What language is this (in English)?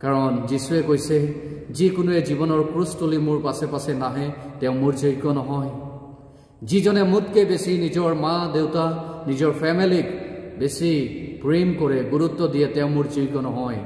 Assamese